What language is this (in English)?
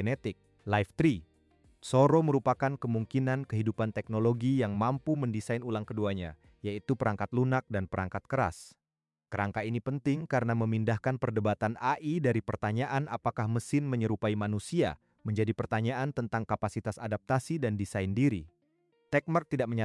Indonesian